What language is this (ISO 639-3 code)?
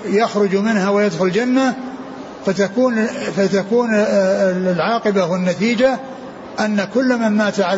ara